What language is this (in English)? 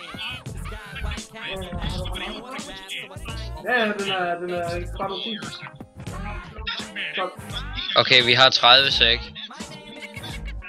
Danish